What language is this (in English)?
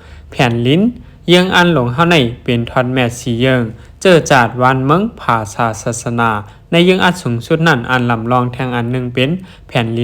Shan